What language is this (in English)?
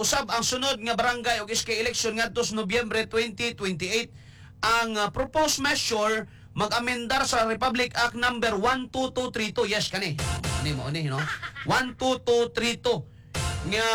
Cebuano